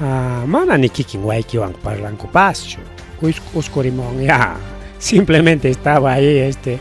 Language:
Ayacucho Quechua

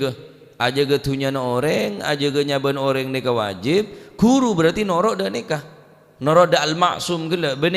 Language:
Madurese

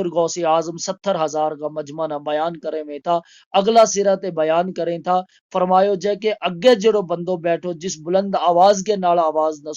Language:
Gujari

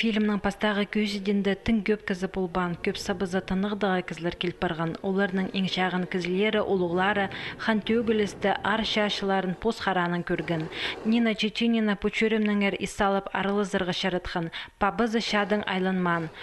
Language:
Khakas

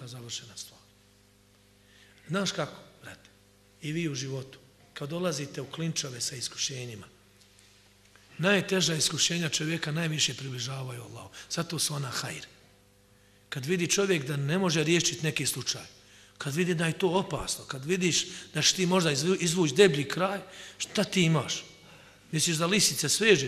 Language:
Bosnian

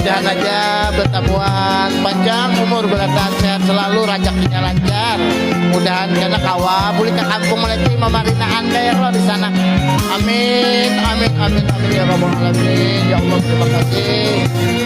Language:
Banjar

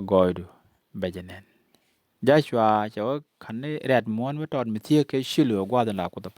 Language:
Nuer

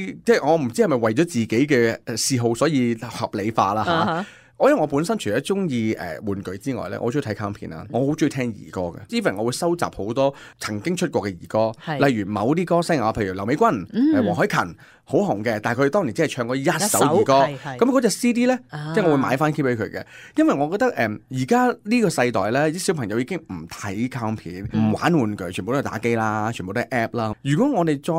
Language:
Cantonese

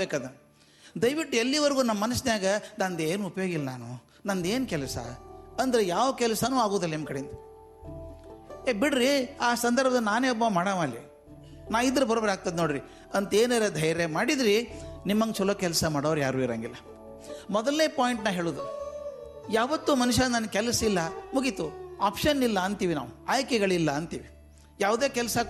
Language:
Kannada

